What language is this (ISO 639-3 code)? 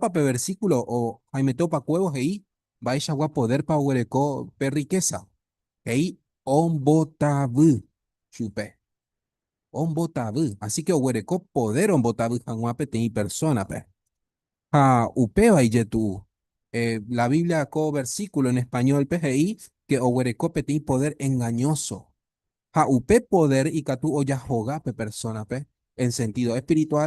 grn